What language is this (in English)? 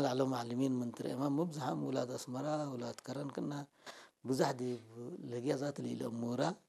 Tigrinya